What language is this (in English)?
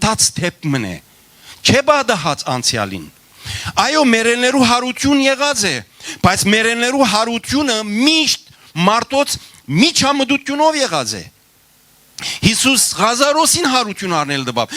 Western Armenian